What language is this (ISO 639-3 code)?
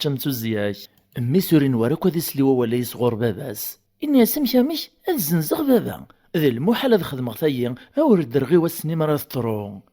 kab